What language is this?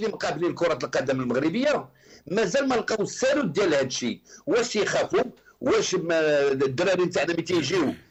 Moroccan Arabic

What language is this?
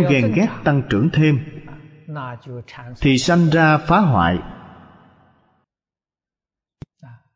Vietnamese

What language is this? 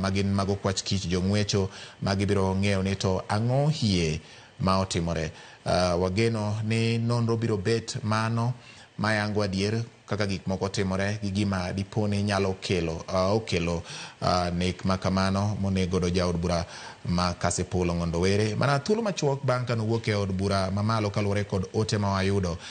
Luo (Kenya and Tanzania)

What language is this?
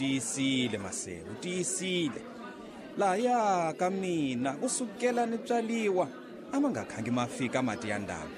Tsonga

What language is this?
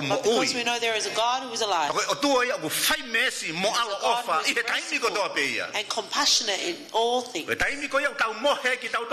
Tongan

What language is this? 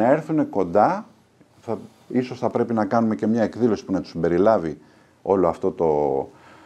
Greek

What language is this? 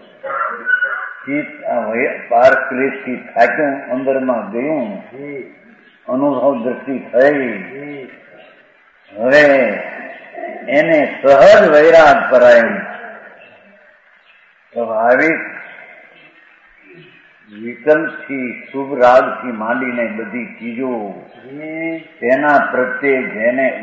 Gujarati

